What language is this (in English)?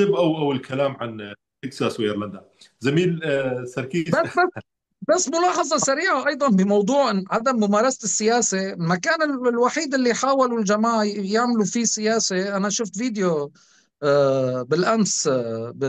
North Levantine Arabic